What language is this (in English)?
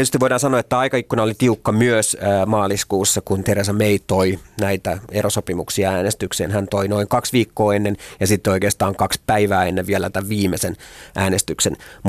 Finnish